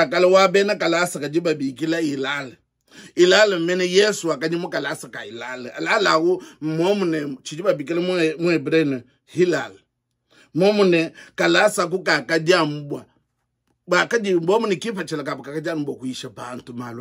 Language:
Luba-Lulua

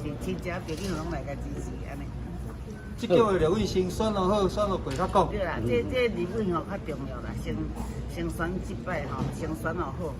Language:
Min Nan Chinese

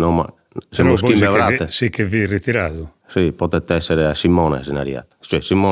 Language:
Sardinian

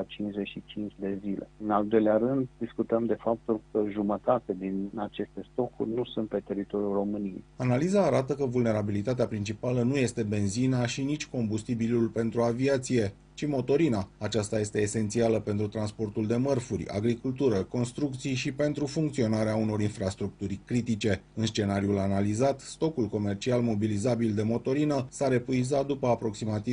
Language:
Romanian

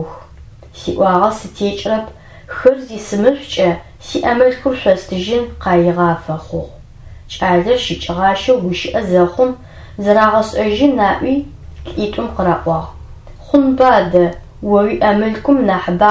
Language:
Adyghe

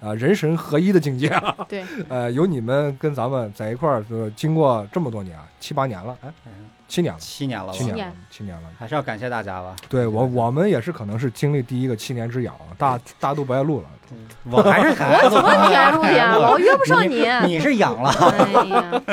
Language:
Chinese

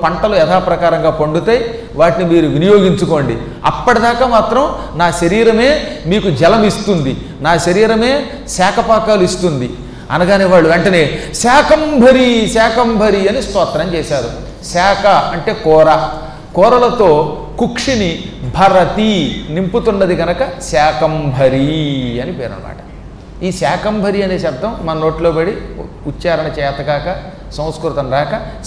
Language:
Telugu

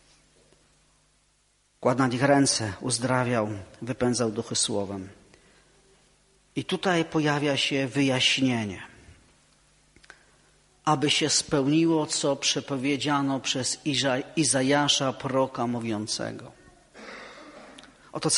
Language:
Polish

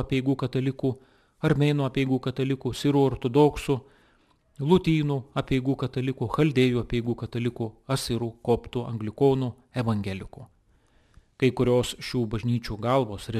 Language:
Lithuanian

